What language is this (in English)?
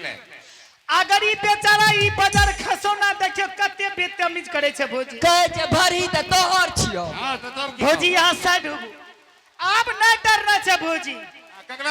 Angika